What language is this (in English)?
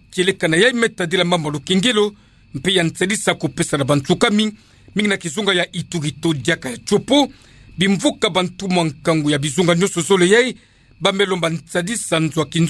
Kituba (Democratic Republic of Congo)